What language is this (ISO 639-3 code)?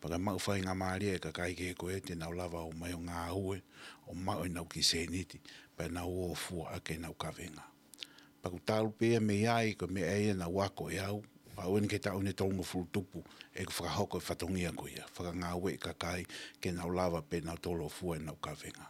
ton